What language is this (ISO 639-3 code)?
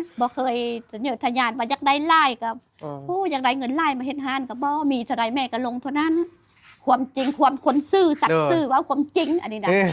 tts